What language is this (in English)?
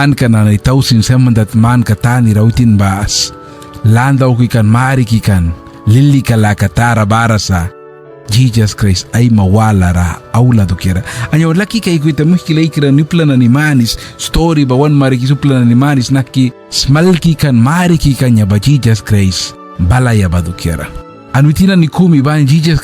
Mískito